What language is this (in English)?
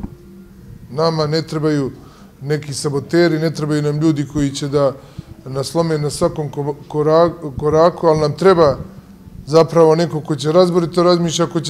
Serbian